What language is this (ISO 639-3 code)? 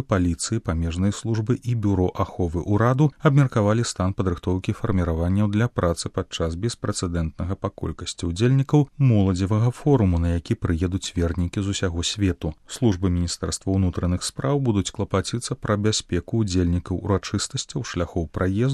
bel